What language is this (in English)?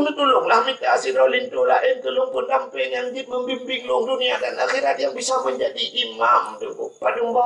Achinese